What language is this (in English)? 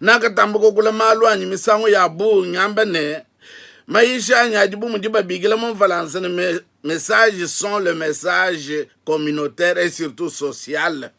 Luba-Lulua